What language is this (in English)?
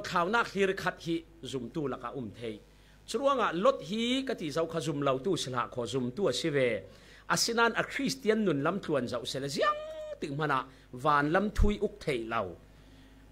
Falam Chin